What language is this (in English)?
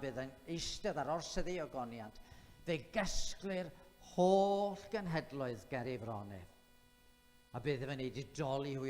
Welsh